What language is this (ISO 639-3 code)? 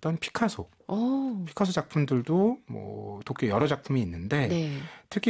kor